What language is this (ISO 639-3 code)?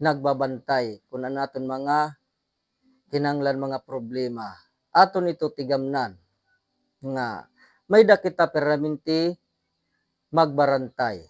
war